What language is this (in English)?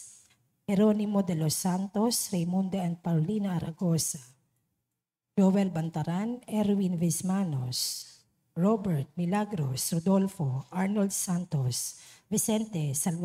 Filipino